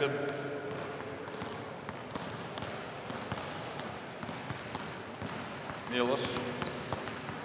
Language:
Serbian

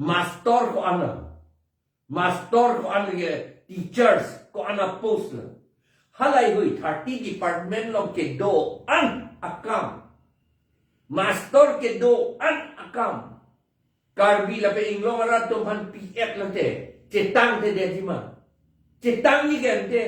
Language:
Karbi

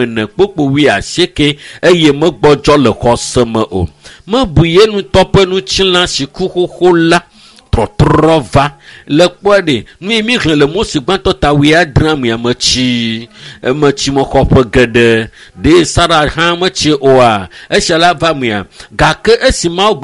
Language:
Ewe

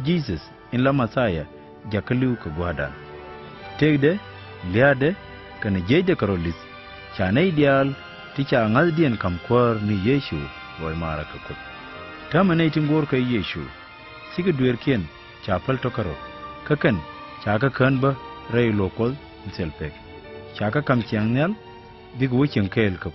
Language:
Nuer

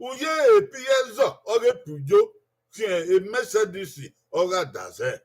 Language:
Bini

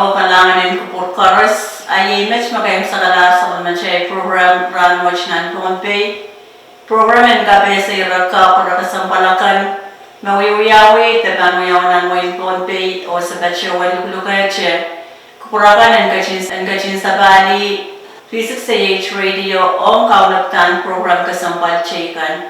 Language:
Pohnpeian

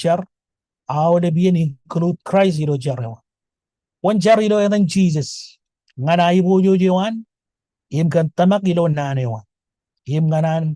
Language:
Marshallese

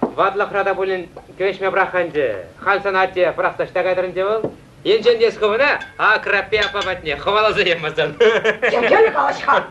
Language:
Chuvash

